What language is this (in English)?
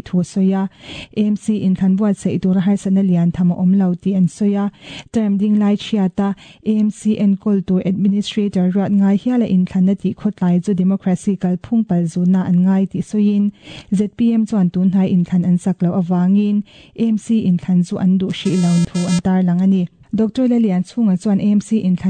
Mizo